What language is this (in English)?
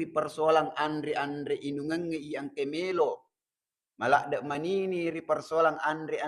Buginese